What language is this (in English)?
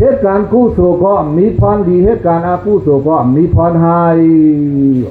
Shan